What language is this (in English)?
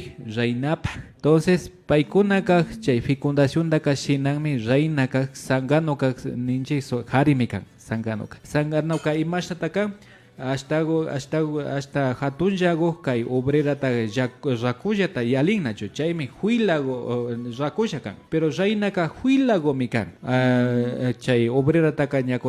Imbabura Highland Quichua